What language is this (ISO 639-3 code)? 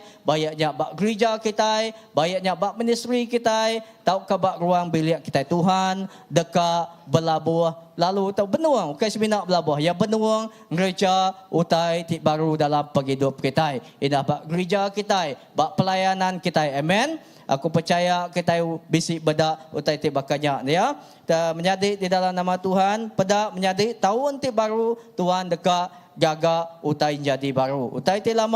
iba